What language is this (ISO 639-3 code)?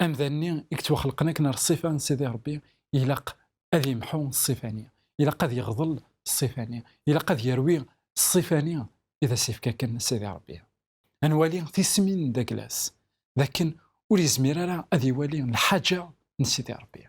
kab